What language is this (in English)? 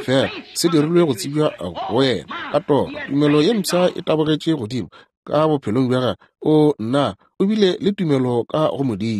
Northern Sotho